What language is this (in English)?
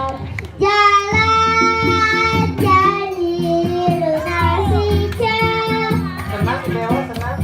Balinese